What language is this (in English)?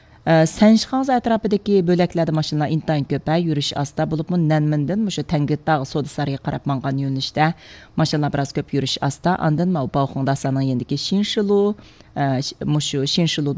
Uyghur